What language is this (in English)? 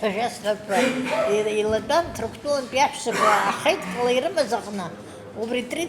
Abkhazian